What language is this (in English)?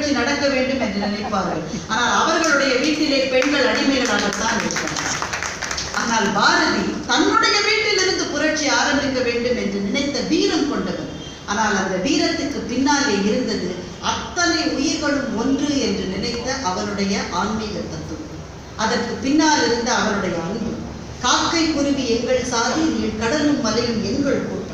Tamil